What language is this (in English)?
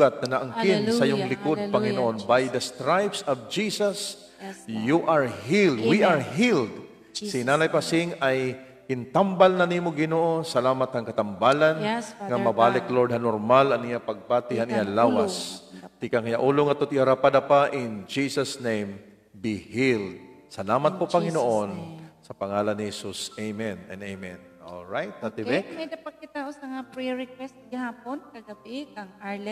Waray